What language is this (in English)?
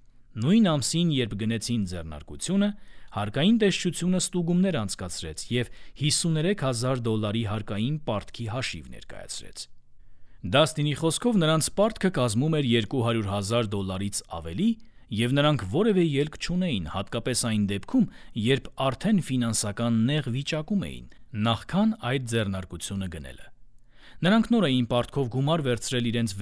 Armenian